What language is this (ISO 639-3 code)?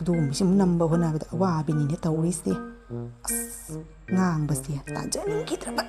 mni